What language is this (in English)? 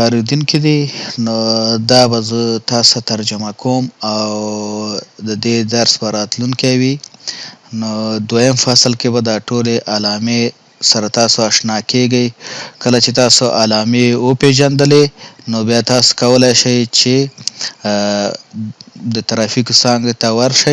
Pashto